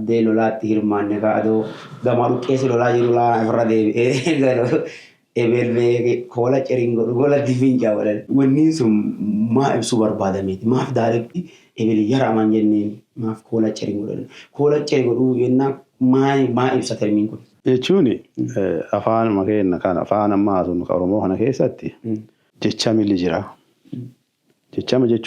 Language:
Oromo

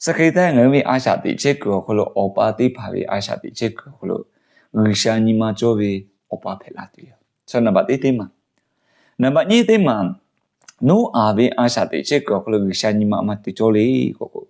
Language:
Lahu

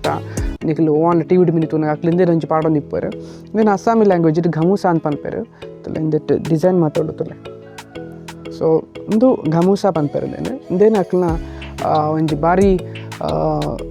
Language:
Tulu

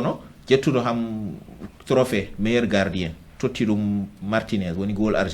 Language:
Fula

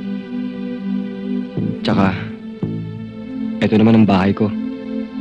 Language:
Filipino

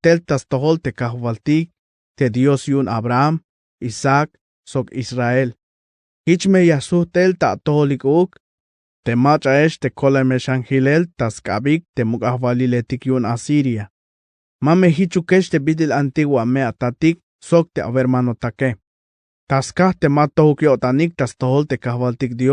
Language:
Tzeltal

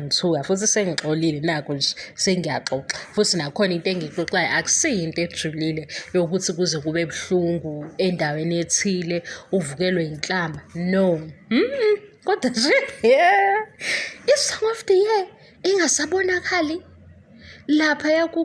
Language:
Zulu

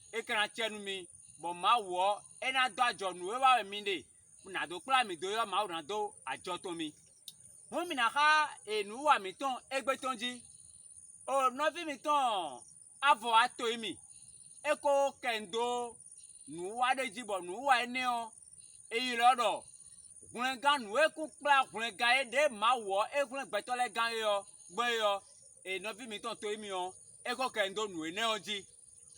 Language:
Fon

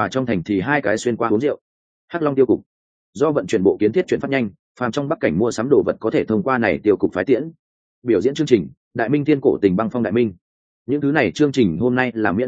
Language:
Vietnamese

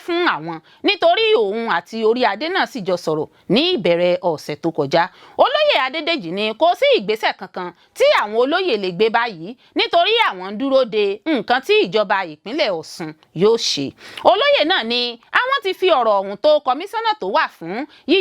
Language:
Yoruba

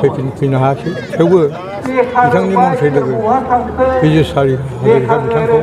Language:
Bodo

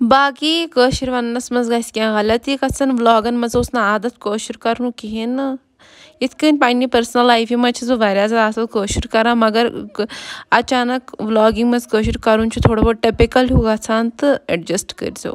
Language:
Kashmiri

